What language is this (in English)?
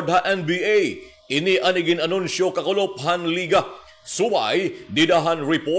Waray